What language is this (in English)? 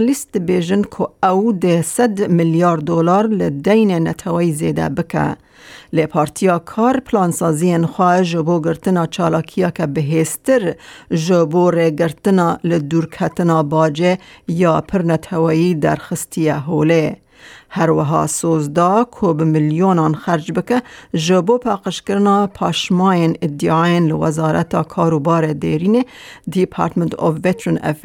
Kurdish